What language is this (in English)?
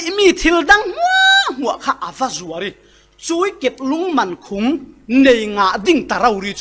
Falam Chin